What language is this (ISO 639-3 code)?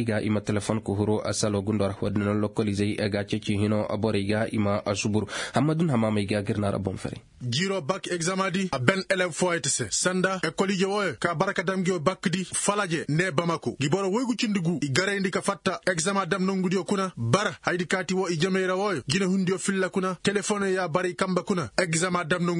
ses